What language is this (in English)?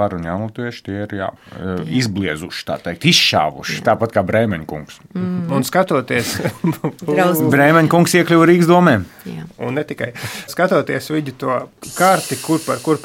Latvian